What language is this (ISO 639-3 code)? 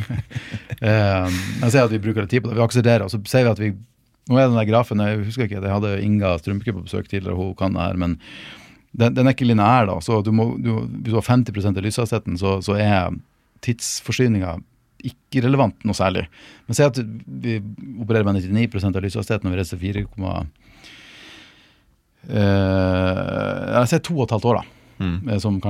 nor